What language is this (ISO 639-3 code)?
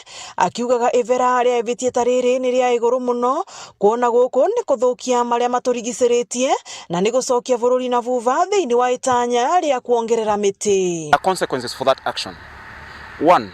mer